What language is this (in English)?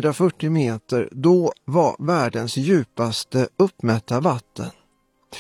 Swedish